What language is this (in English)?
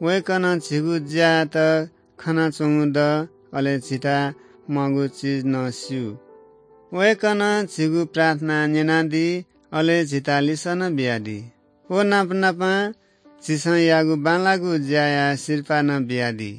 Newari